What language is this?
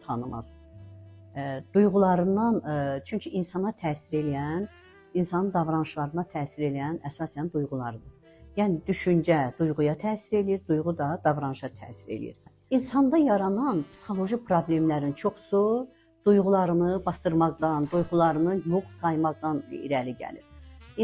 Azerbaijani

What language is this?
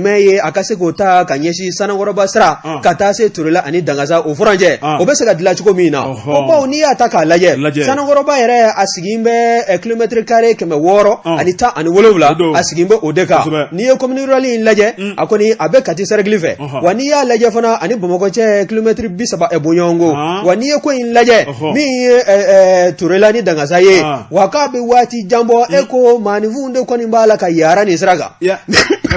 Bambara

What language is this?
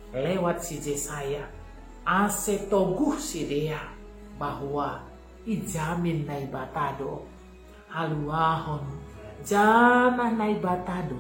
Batak Simalungun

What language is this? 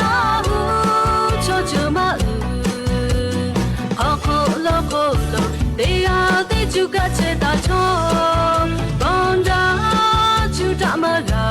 Lahu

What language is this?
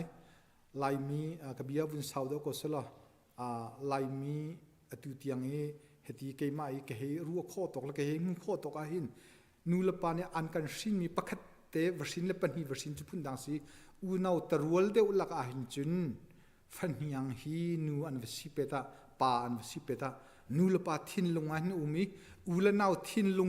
Hakha Chin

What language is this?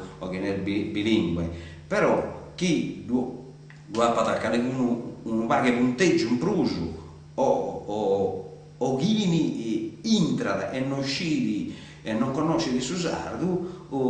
Sardinian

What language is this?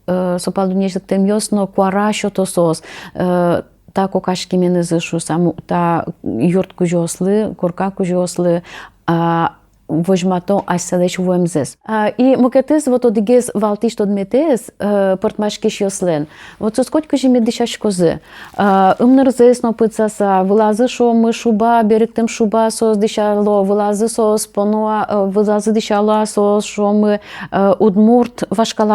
Udmurt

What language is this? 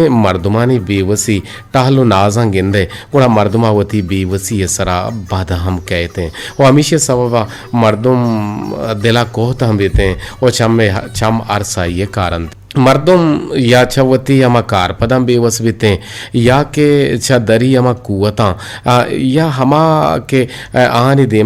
Eastern Balochi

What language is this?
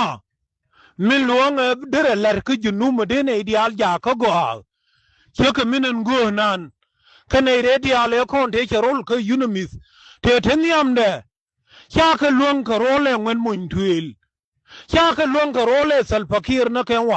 Nuer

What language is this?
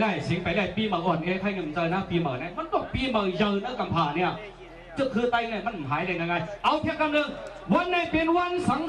Shan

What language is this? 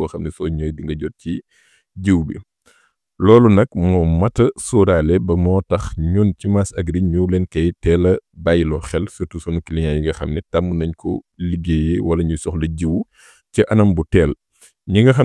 Wolof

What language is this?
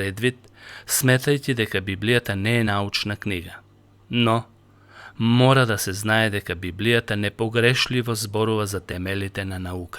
Macedonian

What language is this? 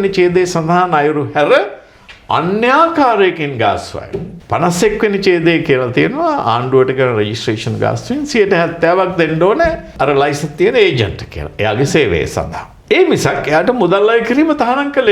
Sinhala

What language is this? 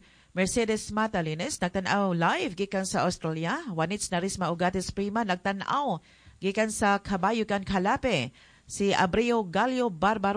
Cebuano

